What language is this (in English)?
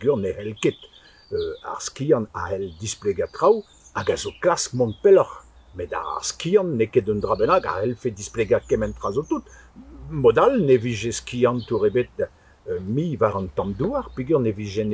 Breton